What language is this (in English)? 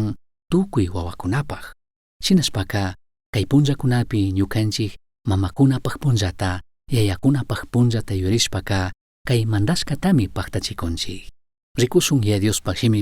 Chimborazo Highland Quichua